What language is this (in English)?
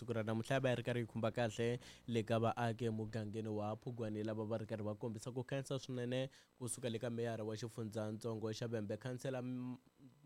Tsonga